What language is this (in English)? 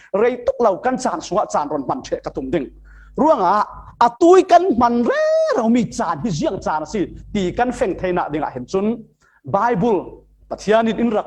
Falam Chin